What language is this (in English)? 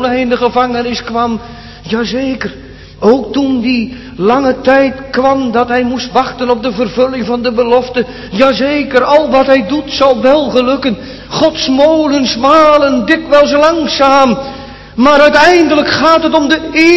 Dutch